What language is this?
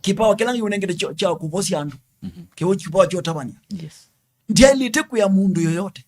Kamba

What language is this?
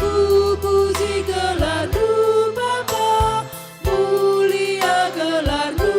Batak Karo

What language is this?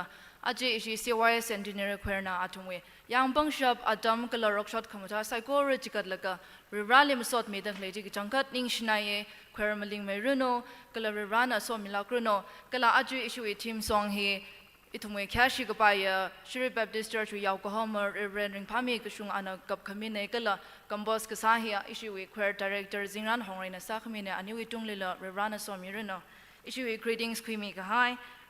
Tangkhul Naga (India)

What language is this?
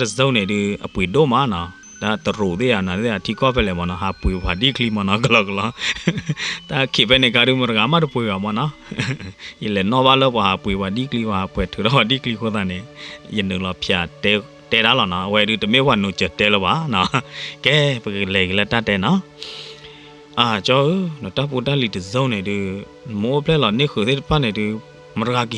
S'gaw Karen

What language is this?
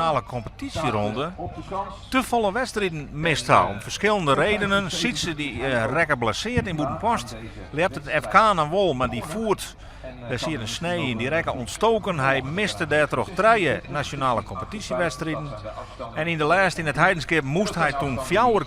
Western Frisian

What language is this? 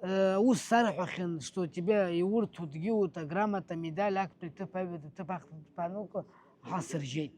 Abkhazian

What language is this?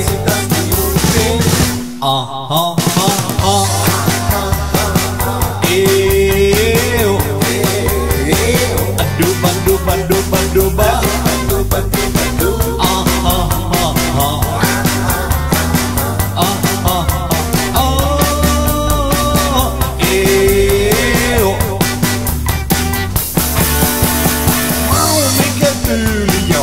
Finnish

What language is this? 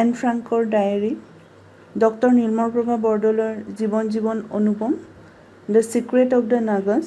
Assamese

